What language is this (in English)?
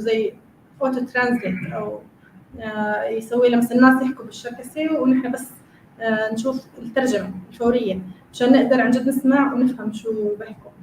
North Levantine Arabic